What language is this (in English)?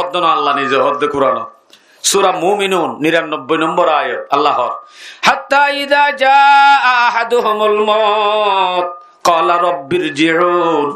Rohingya